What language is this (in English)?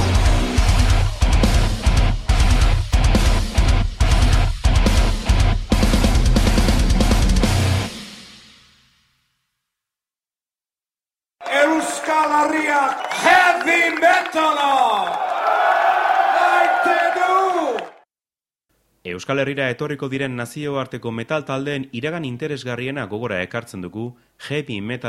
Basque